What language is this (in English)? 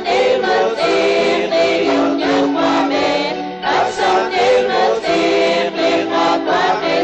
Kekchí